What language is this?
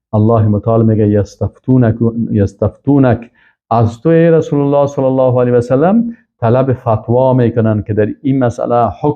Persian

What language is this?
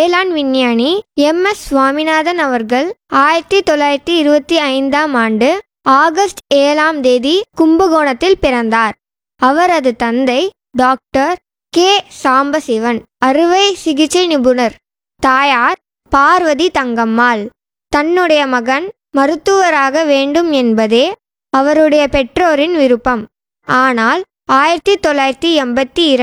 Tamil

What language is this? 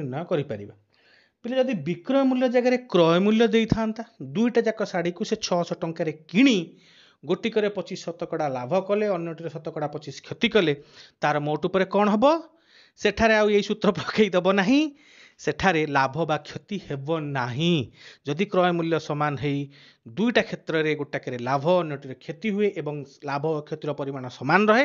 Odia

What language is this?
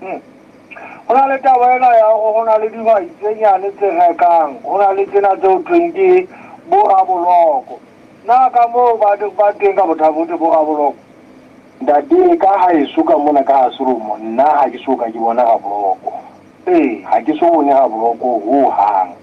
Southern Sotho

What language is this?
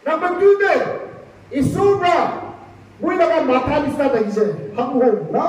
Naga Pidgin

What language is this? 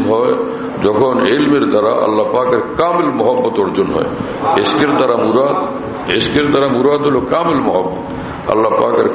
Bangla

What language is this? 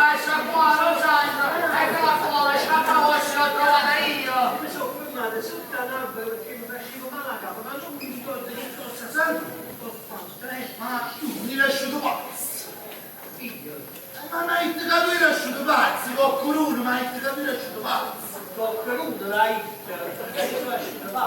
Neapolitan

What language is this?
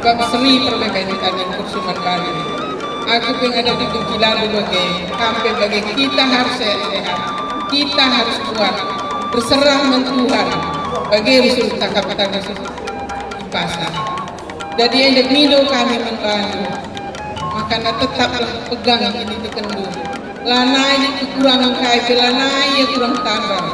Batak Karo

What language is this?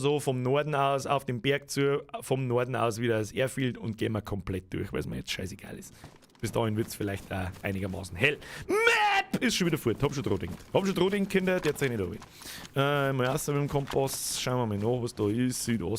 Bavarian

